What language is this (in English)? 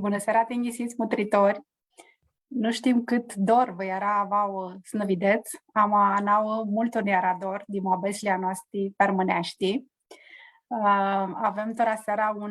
Aromanian